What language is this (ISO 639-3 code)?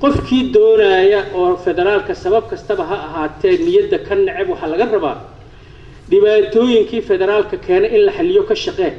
som